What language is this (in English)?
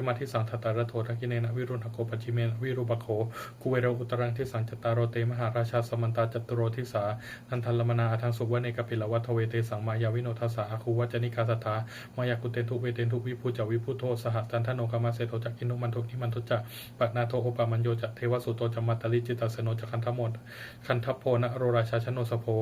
Pali